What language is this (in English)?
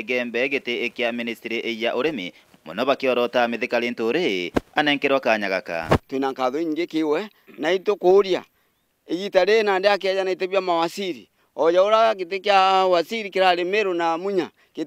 Meru